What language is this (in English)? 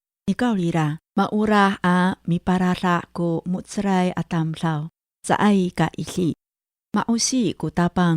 Amis